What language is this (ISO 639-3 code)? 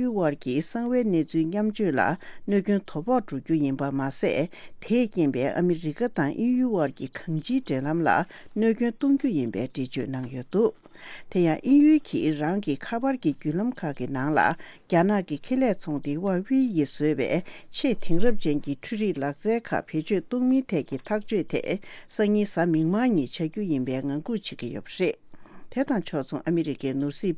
bod